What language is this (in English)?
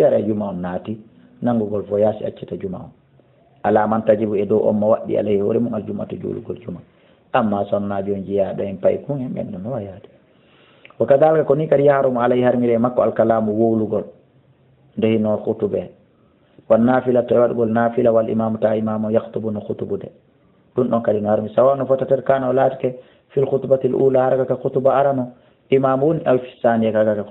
Fula